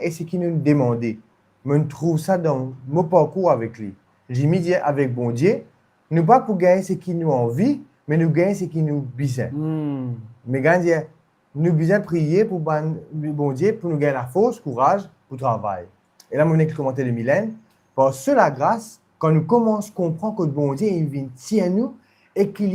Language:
Morisyen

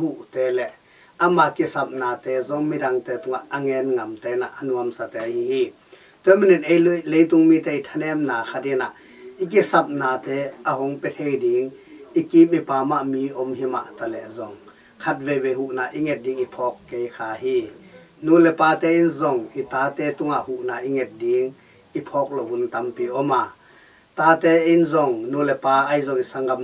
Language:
Tedim Chin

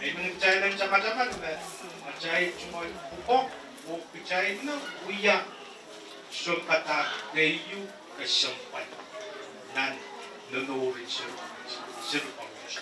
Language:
Pohnpeian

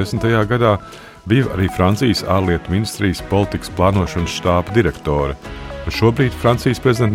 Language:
Latvian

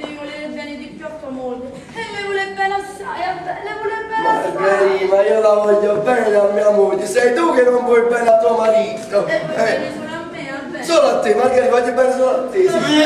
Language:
Neapolitan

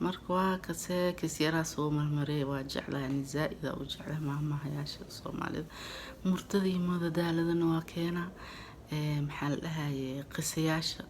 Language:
Somali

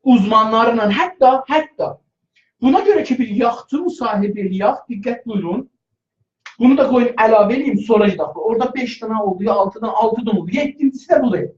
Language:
South Azerbaijani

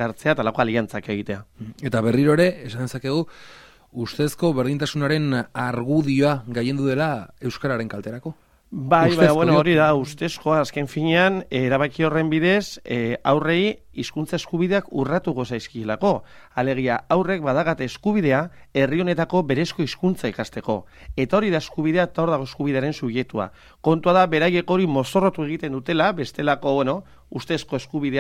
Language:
Basque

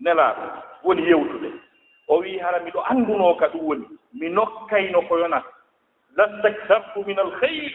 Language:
Fula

